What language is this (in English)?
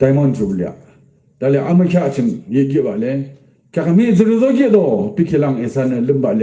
Yimchungru Naga